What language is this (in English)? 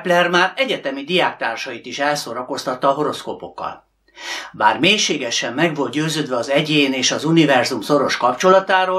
Hungarian